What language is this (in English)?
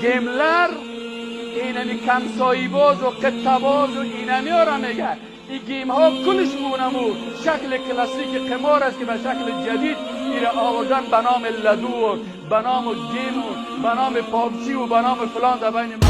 Persian